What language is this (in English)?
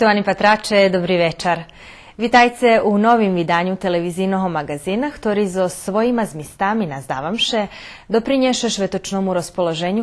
Rusyn